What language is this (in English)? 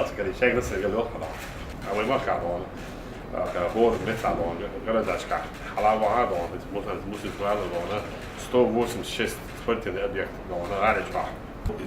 Chechen